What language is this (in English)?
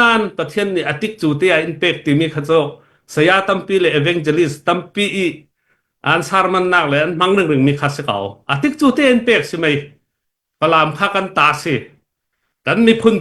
Falam Chin